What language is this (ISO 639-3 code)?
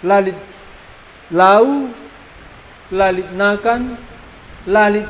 btx